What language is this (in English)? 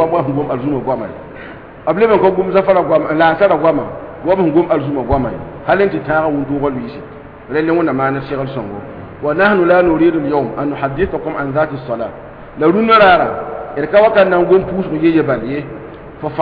Mossi